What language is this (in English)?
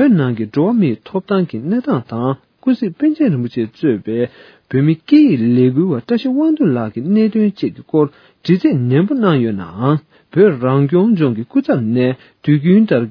Tibetan